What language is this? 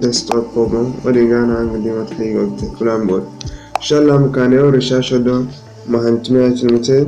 Zarma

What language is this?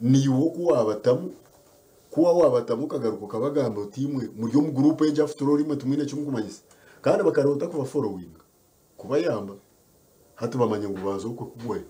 Nyankole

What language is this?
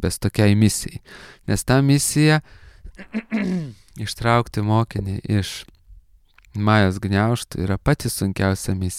Lithuanian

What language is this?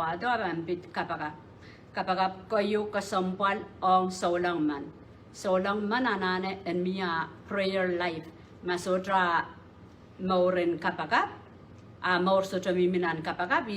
Pohnpeian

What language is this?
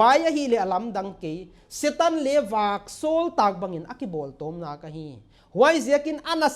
Paite Chin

